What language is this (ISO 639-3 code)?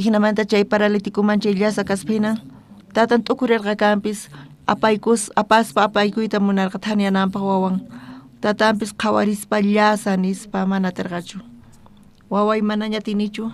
quh